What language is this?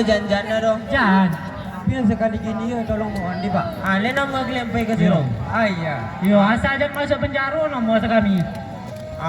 Minangkabau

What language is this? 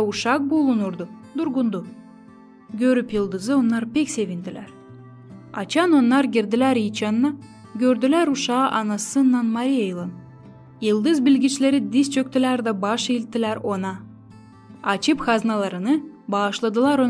Gagauz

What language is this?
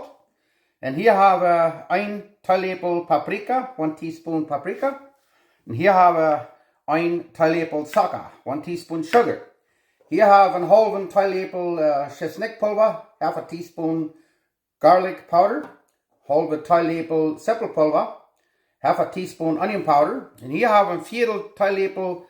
Plautdietsch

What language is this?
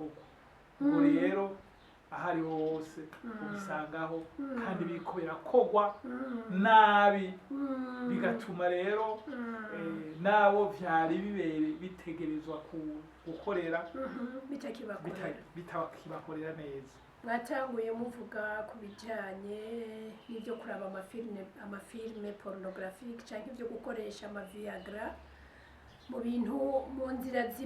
Rundi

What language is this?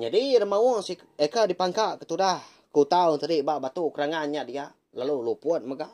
Iban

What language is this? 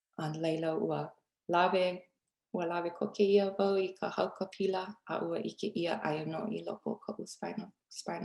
Hawaiian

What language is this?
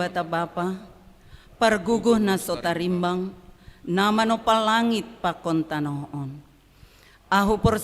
Batak Simalungun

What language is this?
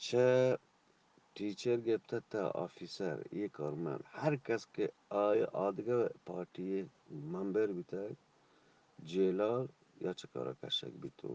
Eastern Balochi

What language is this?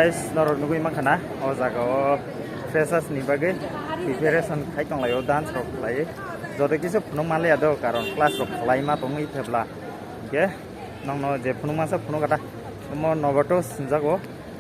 Kok Borok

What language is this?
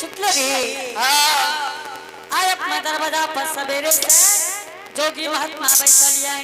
Angika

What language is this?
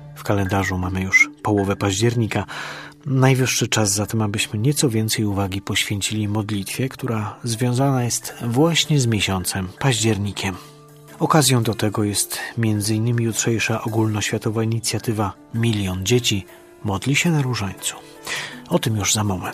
Polish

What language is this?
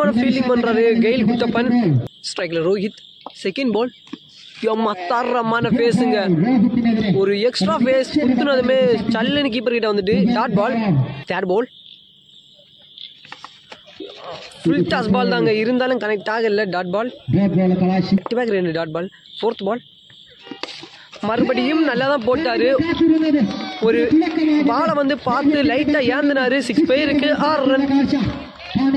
Tamil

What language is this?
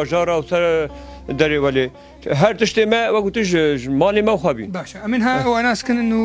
Kurdish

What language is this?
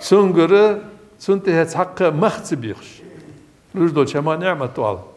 Ingush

